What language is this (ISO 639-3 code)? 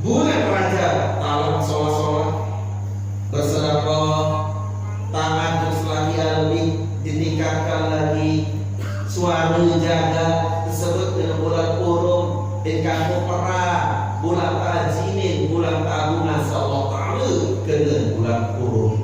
sas